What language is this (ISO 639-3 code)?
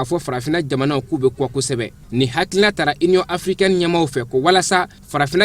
bam